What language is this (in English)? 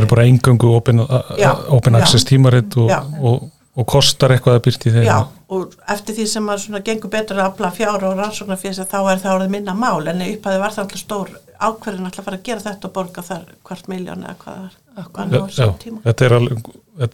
Icelandic